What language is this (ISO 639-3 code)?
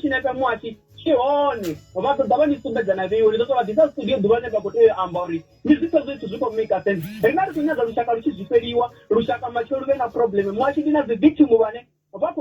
ven